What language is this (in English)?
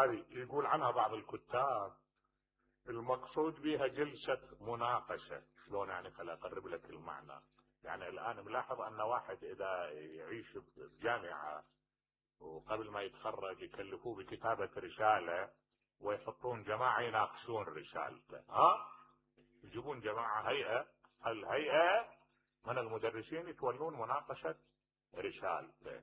Mesopotamian Arabic